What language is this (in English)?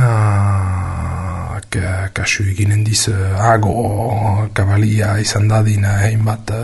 Basque